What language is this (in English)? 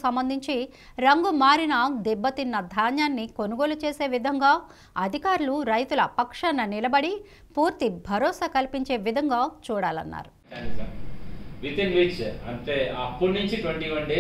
Telugu